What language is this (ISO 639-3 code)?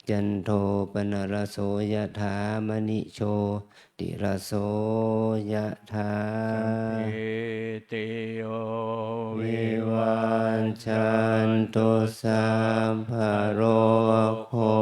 pli